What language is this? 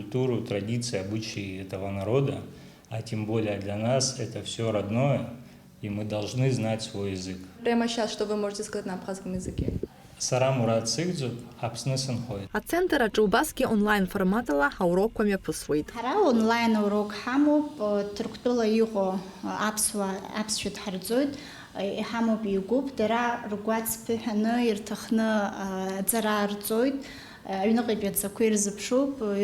Abkhazian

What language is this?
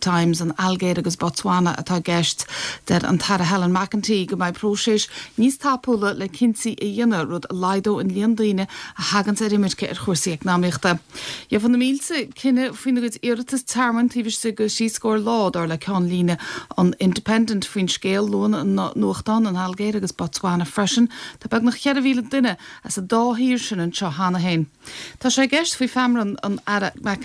Irish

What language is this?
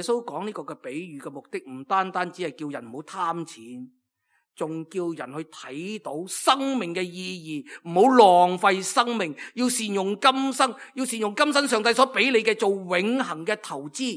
Cantonese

